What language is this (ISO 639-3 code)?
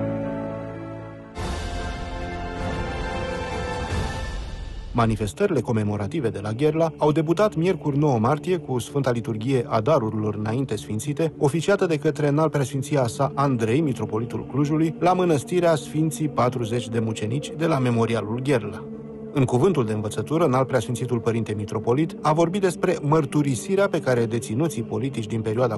ron